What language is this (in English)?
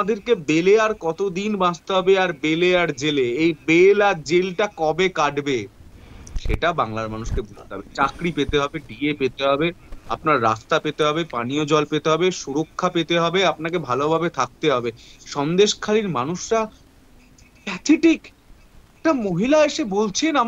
Bangla